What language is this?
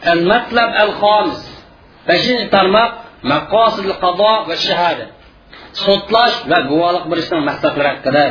Uyghur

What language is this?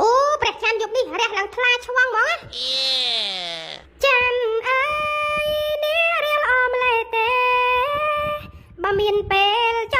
Khmer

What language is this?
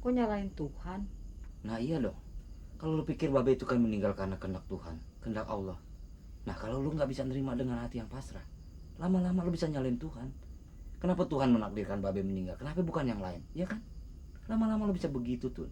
Betawi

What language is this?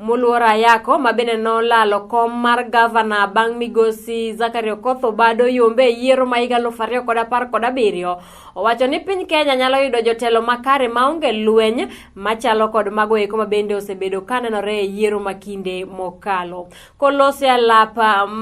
Luo (Kenya and Tanzania)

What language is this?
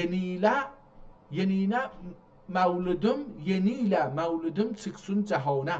South Azerbaijani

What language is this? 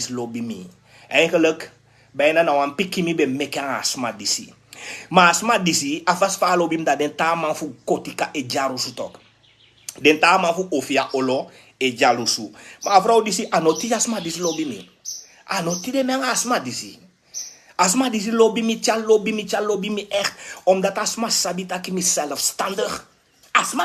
Sranan Tongo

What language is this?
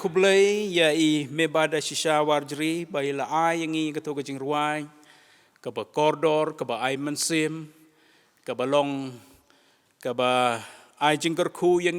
Khasi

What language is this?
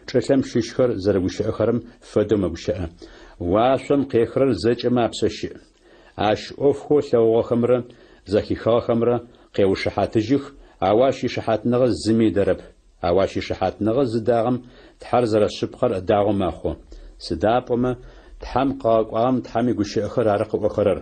Adyghe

